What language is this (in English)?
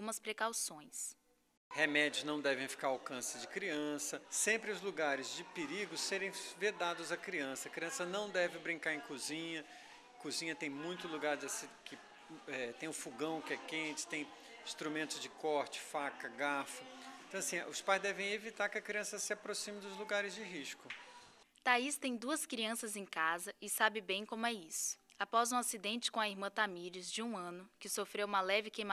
Portuguese